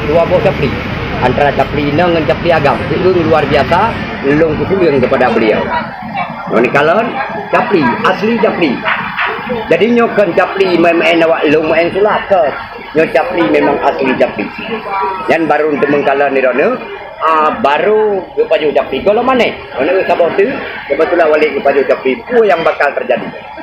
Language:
Achinese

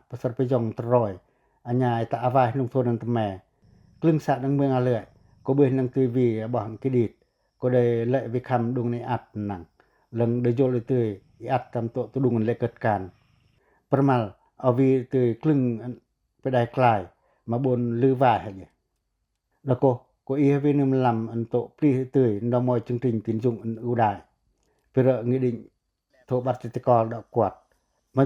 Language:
Pacoh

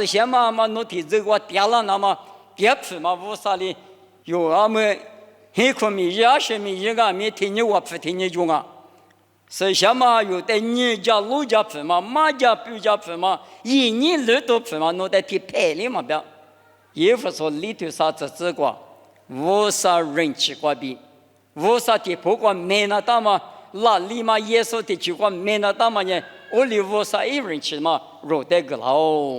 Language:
Lisu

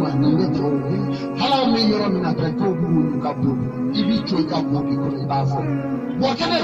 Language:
Bambara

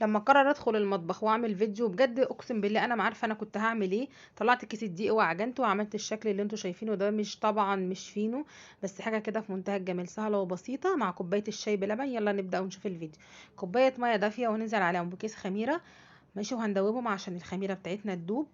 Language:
Egyptian Arabic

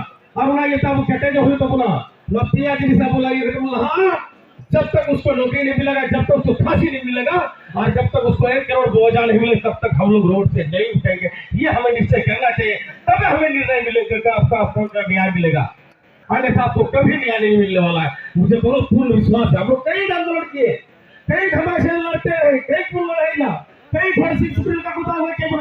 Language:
Santali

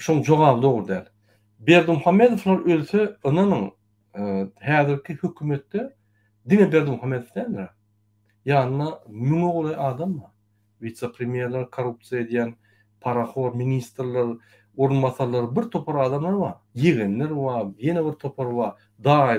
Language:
Turkmen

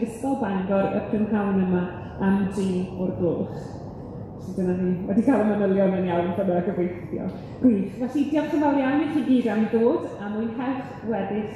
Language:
Welsh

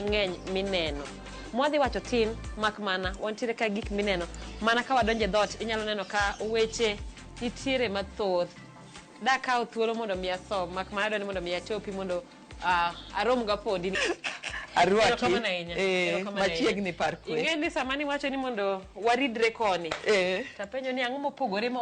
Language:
Luo (Kenya and Tanzania)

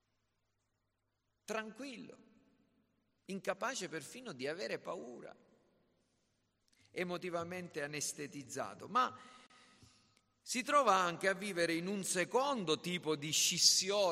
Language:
Italian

